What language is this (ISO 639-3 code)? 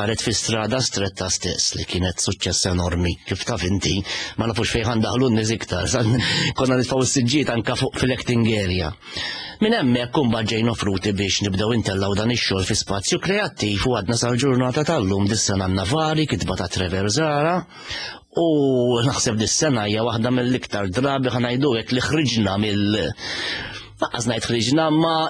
mlt